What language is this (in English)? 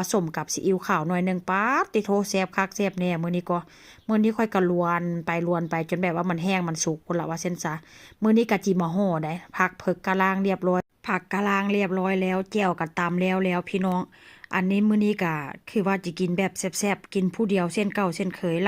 Northeastern Thai